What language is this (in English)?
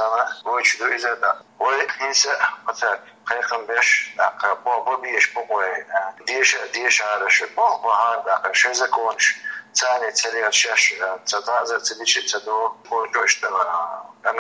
Chechen